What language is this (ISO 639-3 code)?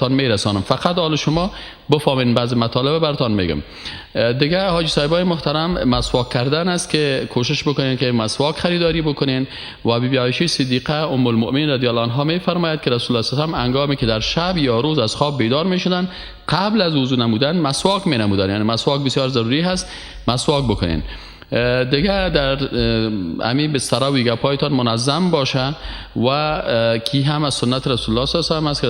fas